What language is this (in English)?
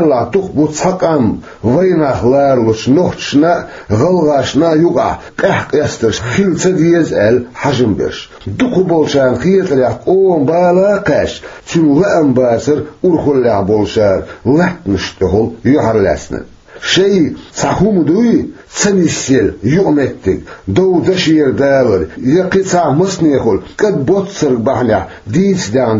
Chechen